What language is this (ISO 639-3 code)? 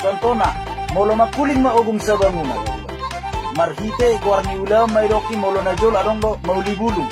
bbc